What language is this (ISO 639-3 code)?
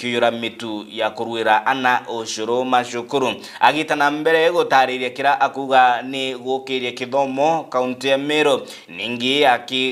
mer